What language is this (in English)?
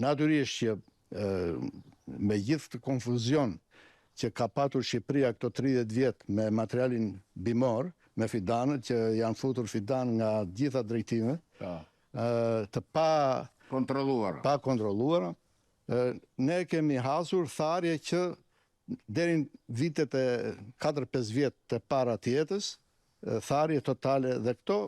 Albanian